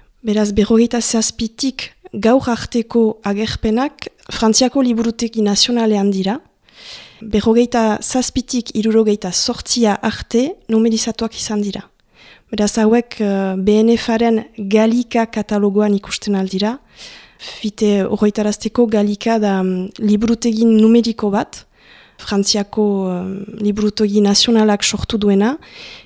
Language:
Basque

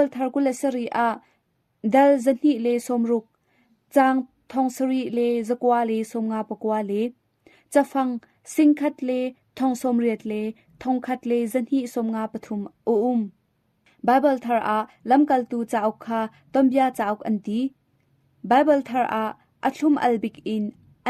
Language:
Hakha Chin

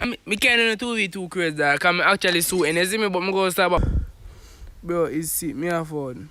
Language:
Jamaican Creole English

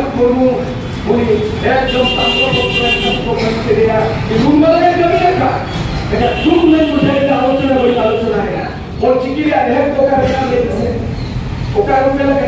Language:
Santali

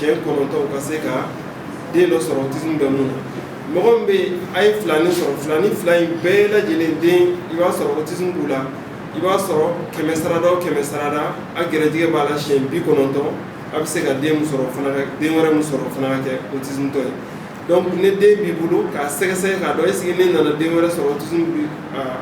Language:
Bambara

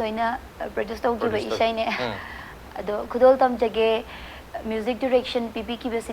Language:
Manipuri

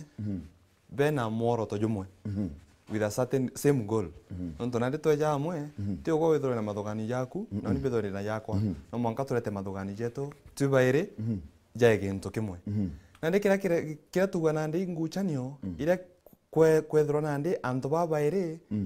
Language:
Meru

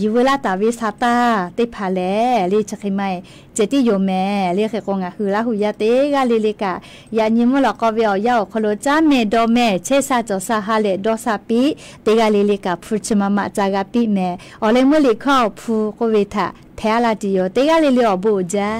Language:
Lahu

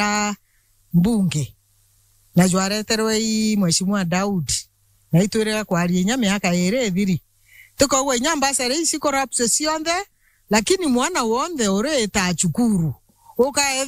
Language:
Meru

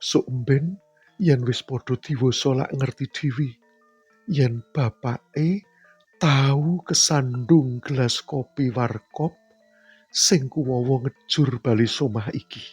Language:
Javanese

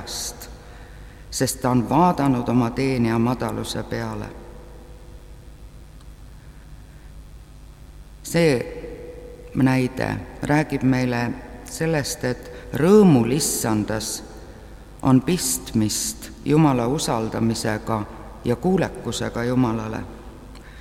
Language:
Estonian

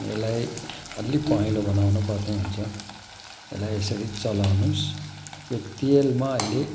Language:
Nepali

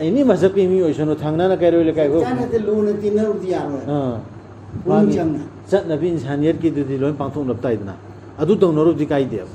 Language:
Manipuri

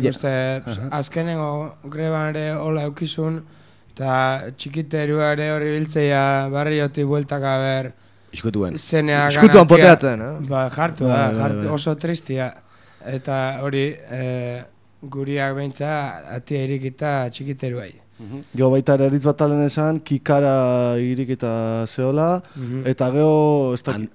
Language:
Basque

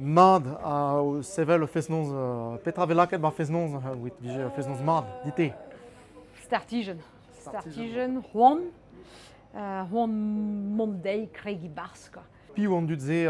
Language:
Breton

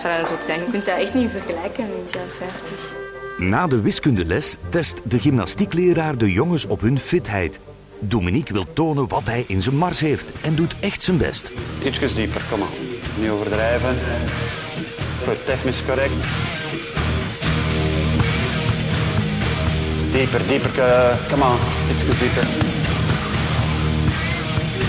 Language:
Dutch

